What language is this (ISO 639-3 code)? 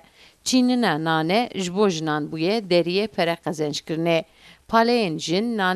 kur